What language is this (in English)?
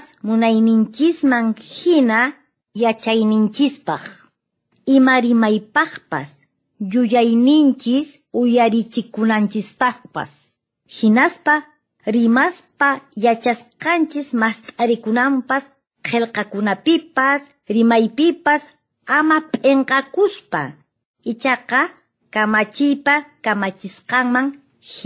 Quechua